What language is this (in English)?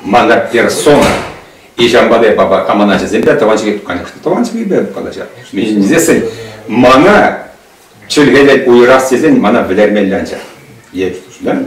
Chuvash